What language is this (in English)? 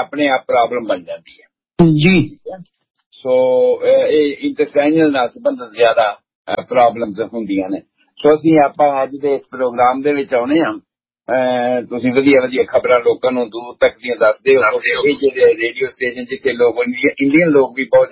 Punjabi